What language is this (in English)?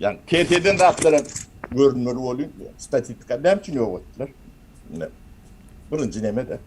Turkmen